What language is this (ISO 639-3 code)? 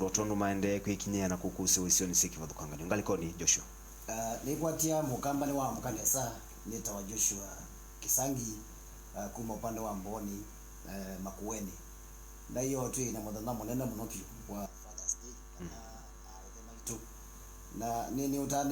kam